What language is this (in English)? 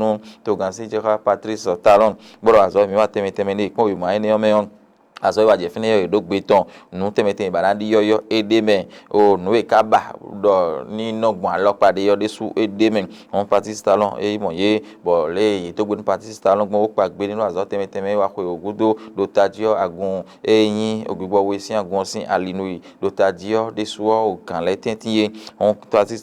Fon